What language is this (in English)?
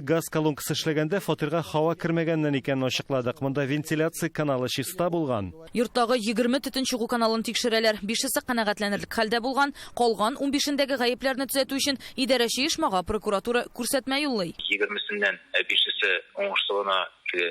Tatar